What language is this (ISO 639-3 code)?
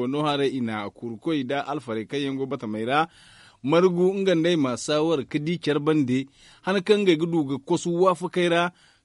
dje